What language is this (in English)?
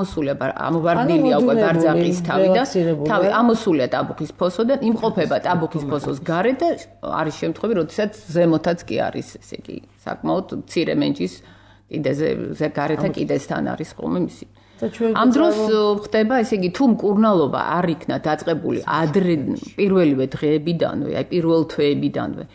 Georgian